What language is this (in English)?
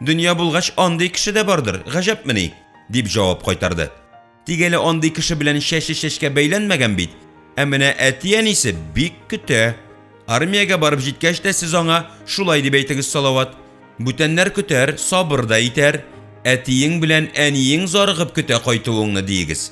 Tatar